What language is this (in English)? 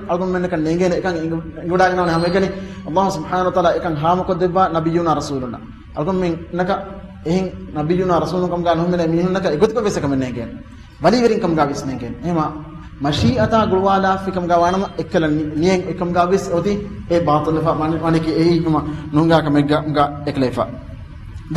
Divehi